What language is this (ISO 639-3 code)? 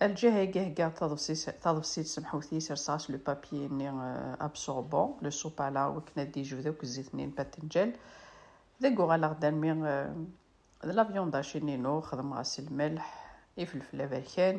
kab